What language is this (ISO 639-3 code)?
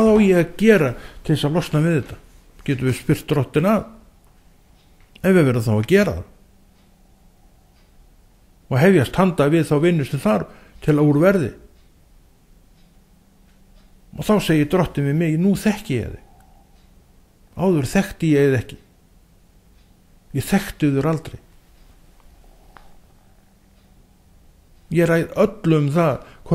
isl